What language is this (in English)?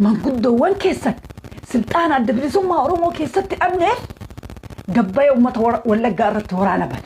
Oromo